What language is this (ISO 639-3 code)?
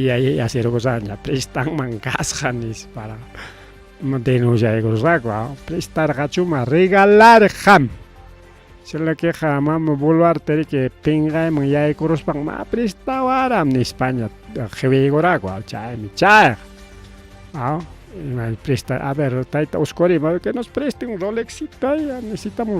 quy